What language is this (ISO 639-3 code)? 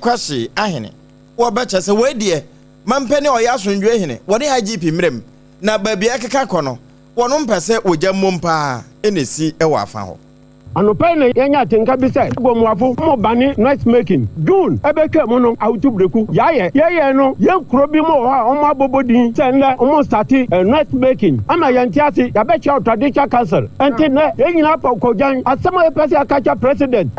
aka